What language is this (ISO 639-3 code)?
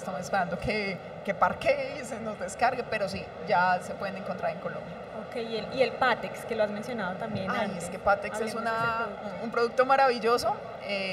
spa